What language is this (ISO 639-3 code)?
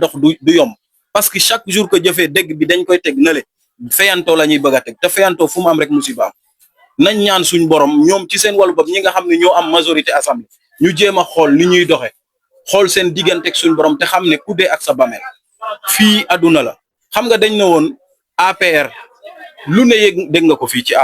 wol